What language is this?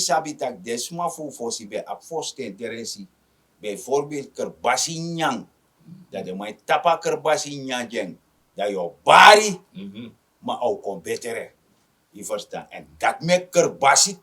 Sranan Tongo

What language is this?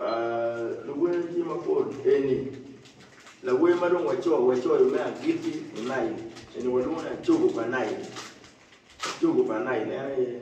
Acoli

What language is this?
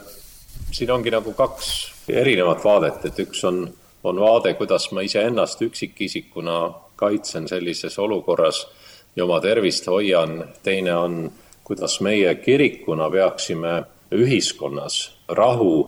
Estonian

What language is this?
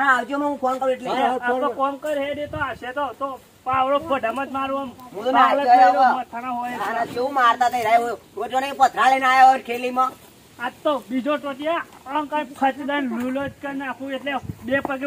Gujarati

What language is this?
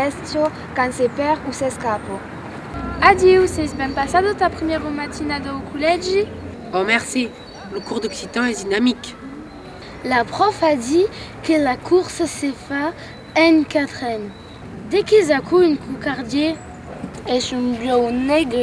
Occitan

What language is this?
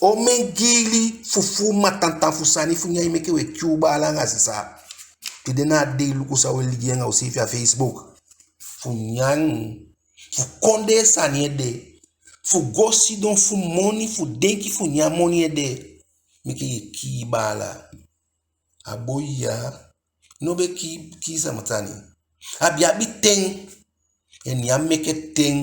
Eastern Maroon Creole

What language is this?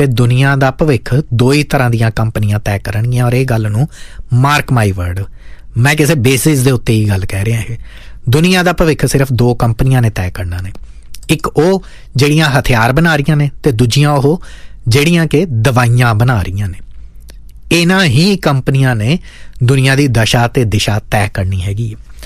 Punjabi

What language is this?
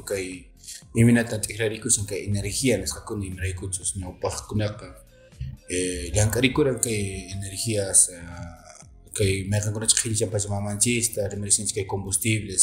Quechua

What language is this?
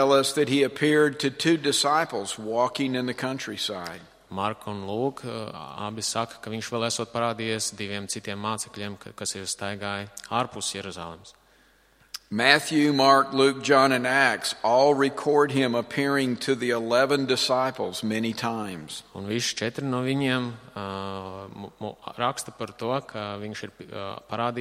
Latvian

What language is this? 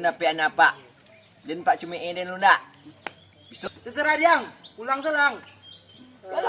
Minangkabau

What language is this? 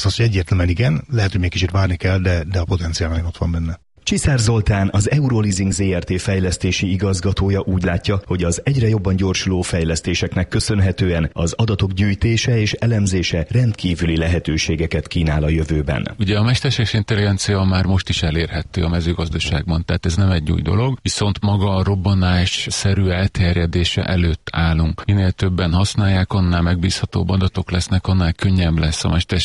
Hungarian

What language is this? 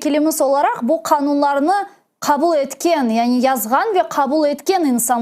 Crimean Tatar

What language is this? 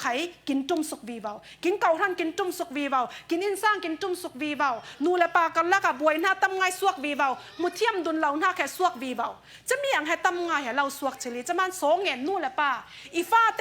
Falam Chin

